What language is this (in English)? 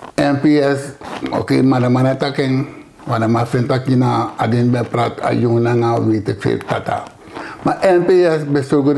Sranan Tongo